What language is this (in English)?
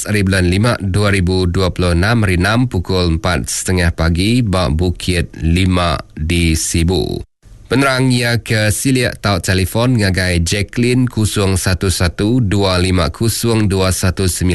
Iban